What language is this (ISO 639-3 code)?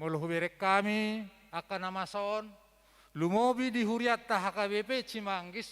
bbc